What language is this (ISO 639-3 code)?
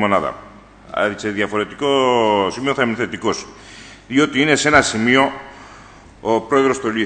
ell